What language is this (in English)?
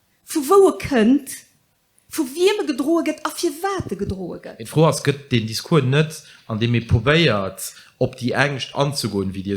Luxembourgish